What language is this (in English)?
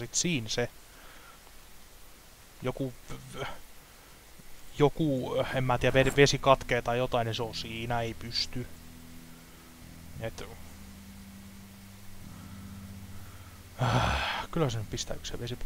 Finnish